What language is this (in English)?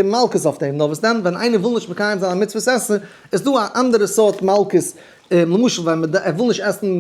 Yiddish